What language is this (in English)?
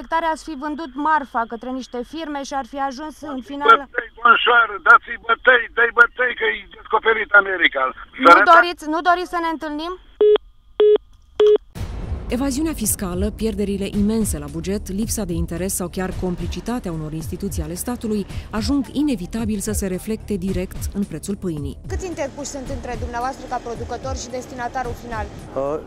Romanian